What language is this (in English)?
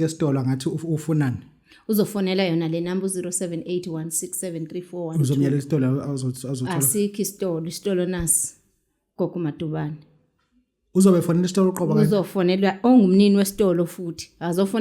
Zulu